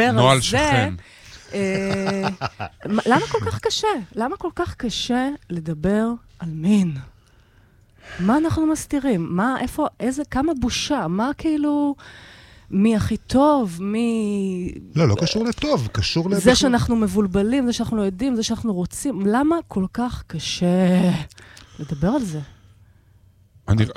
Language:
Hebrew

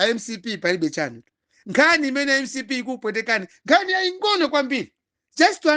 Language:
Nyanja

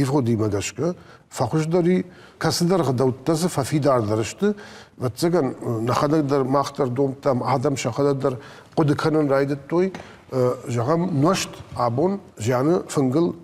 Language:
Ossetic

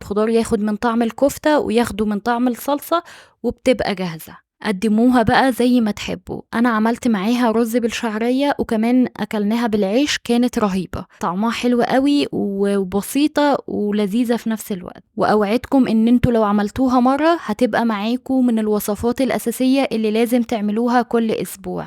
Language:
Egyptian Arabic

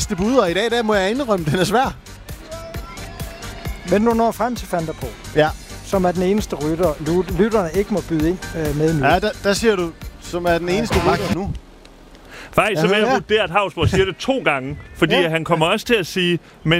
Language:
Danish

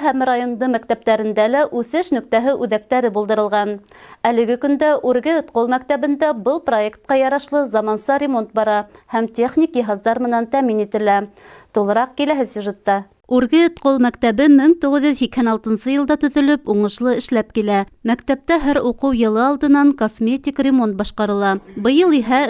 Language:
Bashkir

